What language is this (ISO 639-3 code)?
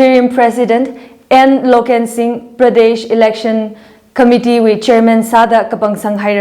nmf